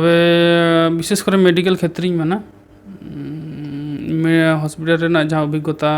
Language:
Santali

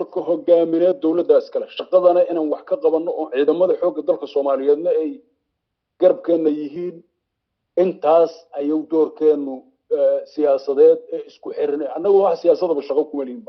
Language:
Somali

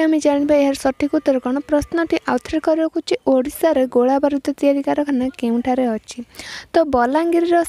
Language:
Odia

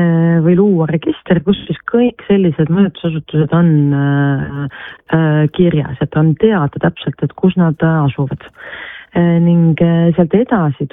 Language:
Estonian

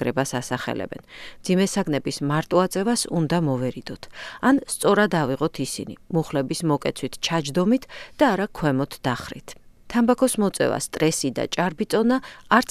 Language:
Georgian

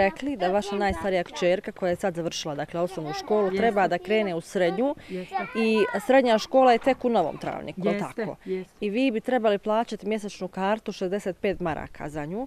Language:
Bosnian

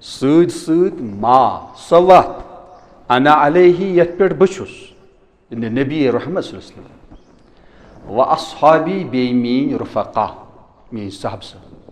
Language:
Kashmiri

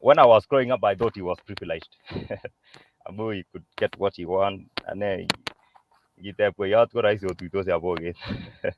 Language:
Kalenjin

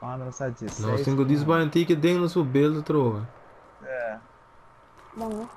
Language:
Papiamento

